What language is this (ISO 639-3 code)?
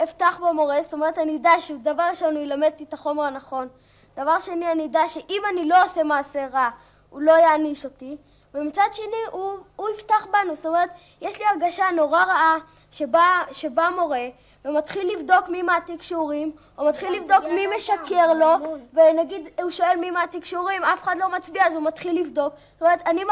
heb